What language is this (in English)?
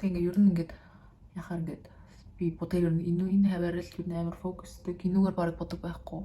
Mongolian